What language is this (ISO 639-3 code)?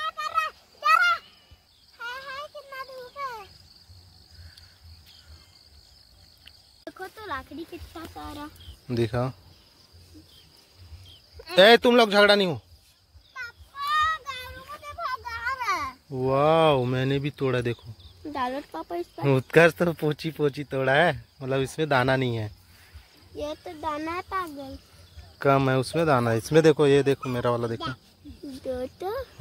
hin